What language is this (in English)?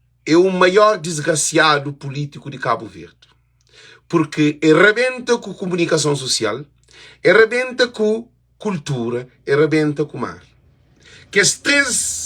Kabuverdianu